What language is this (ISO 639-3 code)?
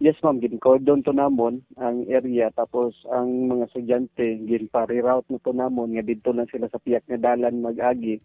hil